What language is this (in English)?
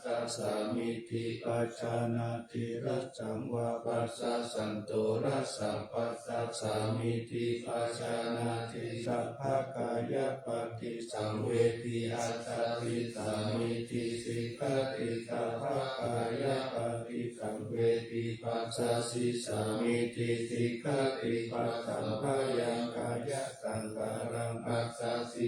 Pali